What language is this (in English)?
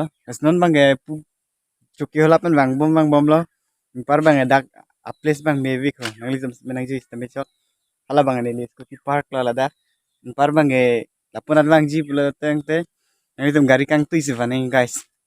Karbi